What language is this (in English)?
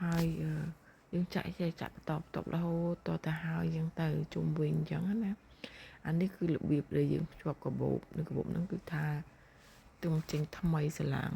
Khmer